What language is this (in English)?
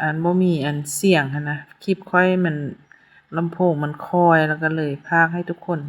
Lao